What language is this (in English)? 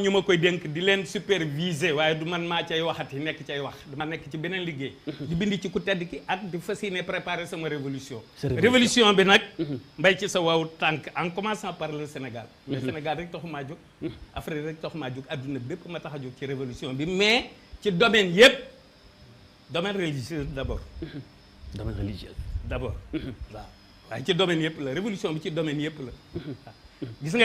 Wolof